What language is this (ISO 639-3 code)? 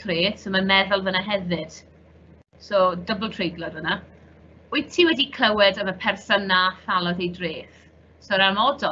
cym